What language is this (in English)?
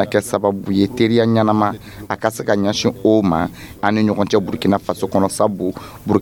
Dyula